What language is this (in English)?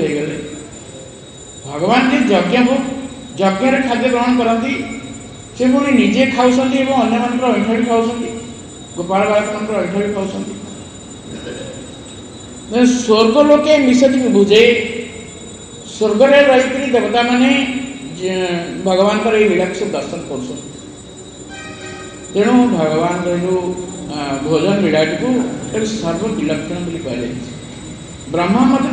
Odia